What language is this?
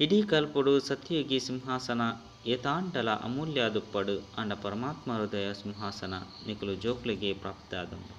Tulu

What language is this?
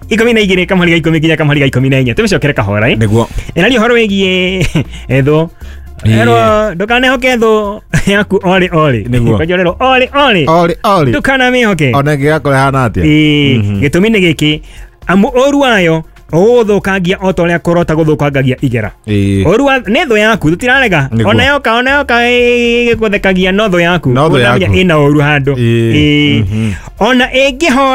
Kikuyu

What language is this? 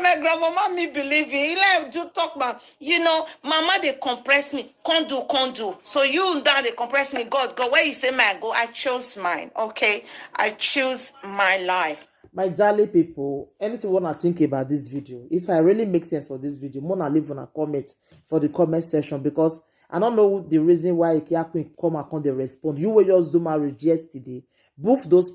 Nigerian Pidgin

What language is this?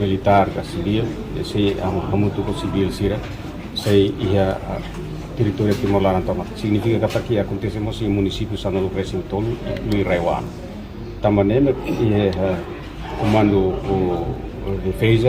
Tetum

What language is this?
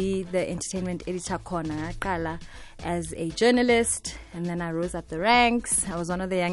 South Ndebele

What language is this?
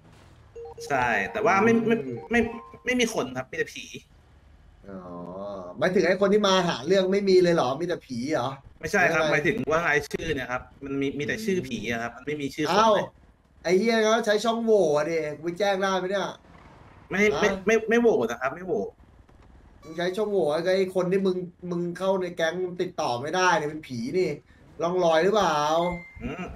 Thai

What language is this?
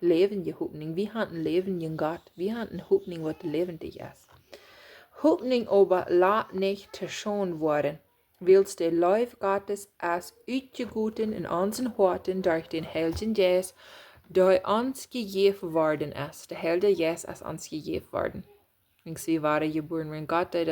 Plautdietsch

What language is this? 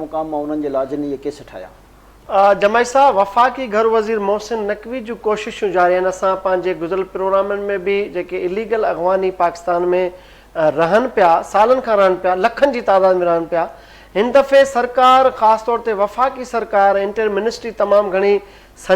Sindhi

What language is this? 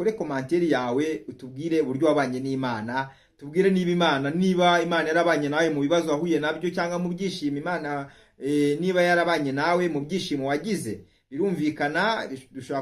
Kinyarwanda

